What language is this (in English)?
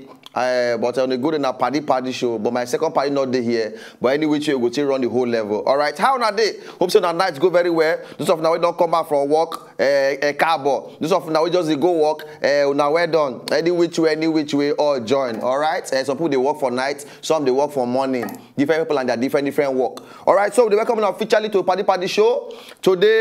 Nigerian Pidgin